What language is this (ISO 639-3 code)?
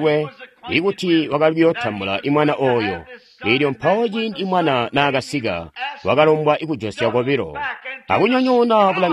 toi